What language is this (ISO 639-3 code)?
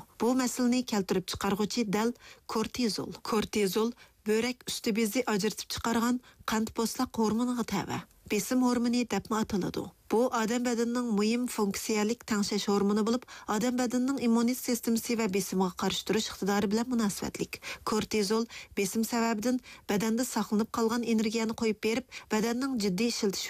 uig